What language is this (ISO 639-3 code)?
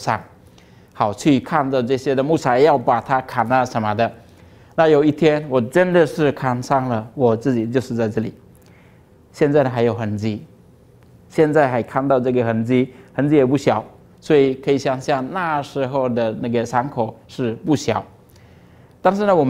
zho